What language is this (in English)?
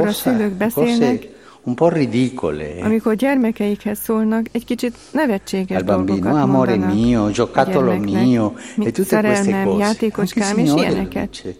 Hungarian